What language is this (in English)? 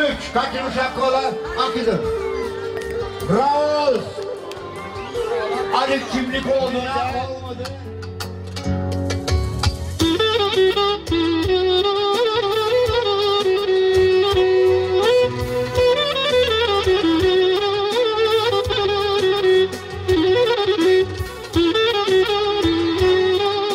Turkish